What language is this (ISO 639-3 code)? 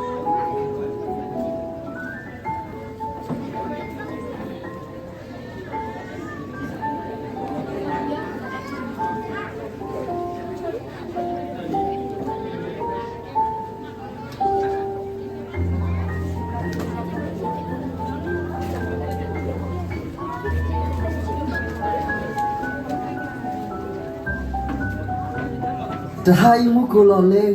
ksw